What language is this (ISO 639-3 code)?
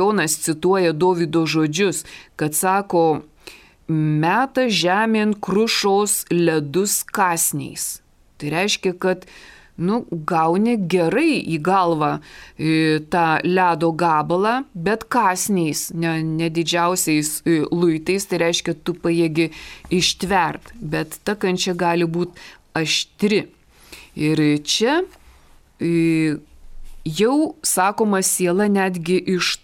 lit